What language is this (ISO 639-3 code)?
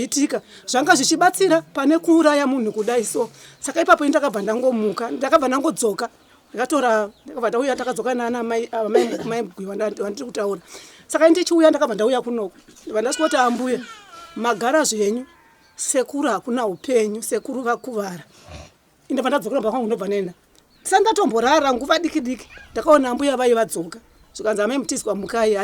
sna